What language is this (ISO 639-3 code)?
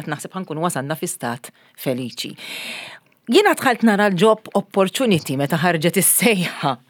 mlt